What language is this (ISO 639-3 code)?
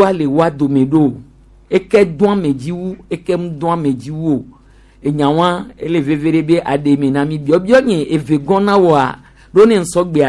gej